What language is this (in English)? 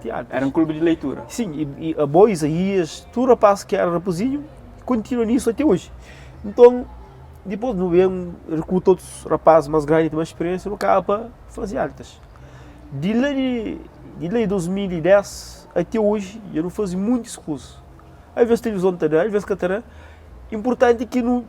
Kabuverdianu